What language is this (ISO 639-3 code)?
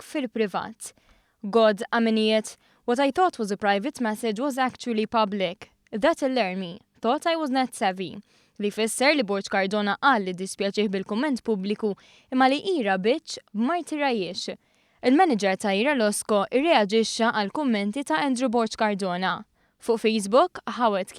mlt